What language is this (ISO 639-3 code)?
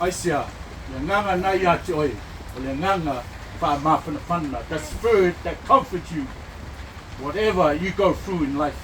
smo